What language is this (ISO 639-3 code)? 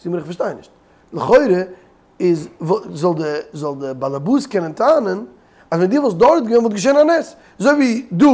yid